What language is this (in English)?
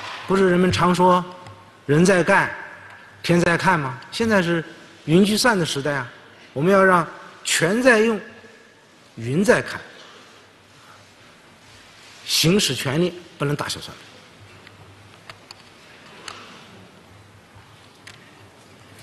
Chinese